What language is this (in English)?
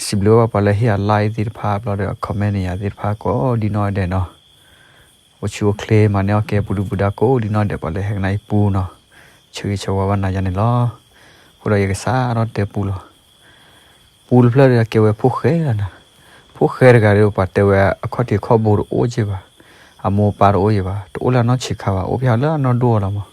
S'gaw Karen